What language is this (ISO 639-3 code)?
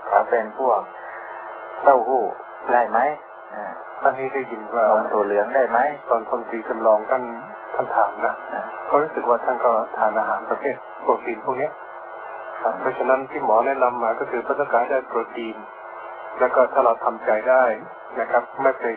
tha